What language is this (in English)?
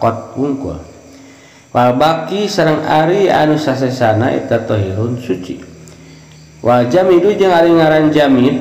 Sundanese